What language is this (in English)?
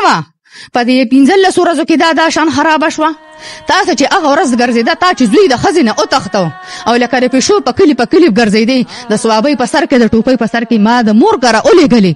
Pashto